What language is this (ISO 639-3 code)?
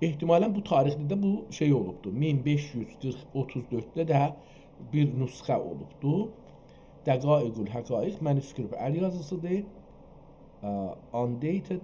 azb